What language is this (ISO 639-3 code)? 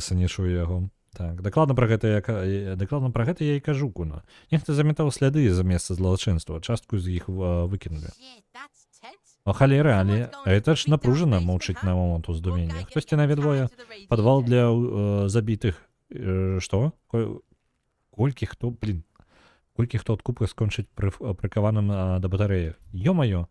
bel